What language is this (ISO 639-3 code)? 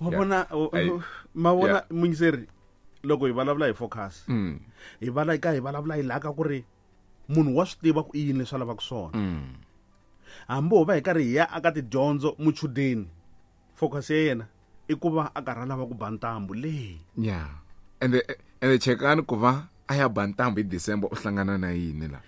tso